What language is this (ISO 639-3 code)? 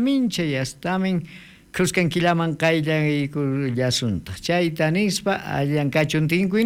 quh